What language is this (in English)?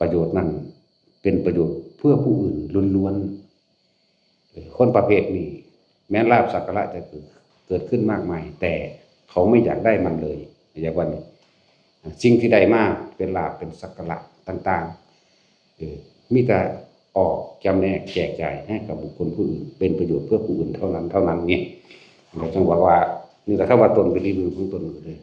Northeastern Thai